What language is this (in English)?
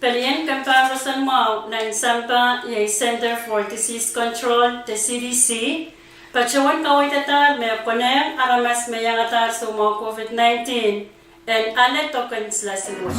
Pohnpeian